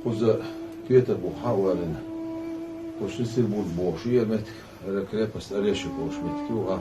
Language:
Chechen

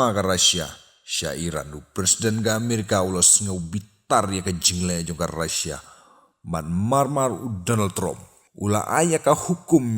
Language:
Khasi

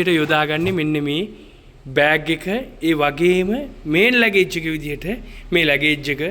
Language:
Sinhala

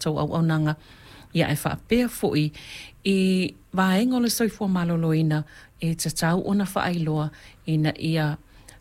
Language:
Samoan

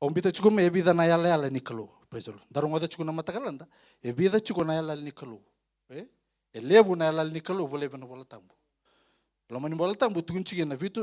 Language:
Fijian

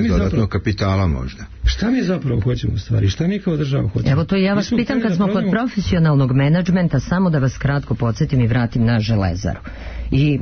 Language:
Serbian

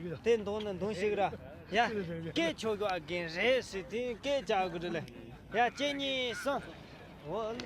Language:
Tibetan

